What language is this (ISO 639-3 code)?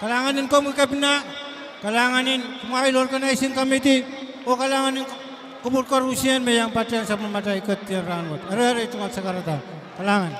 pon